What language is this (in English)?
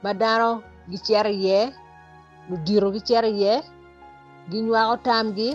Acoli